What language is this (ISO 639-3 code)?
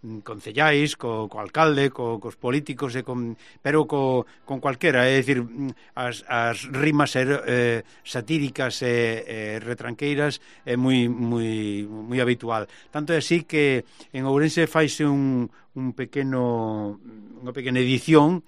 glg